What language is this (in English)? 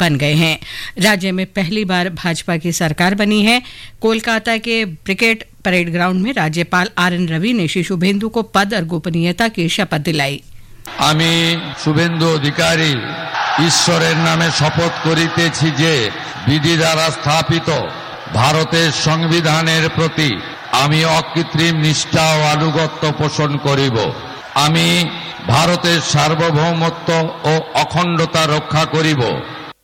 Hindi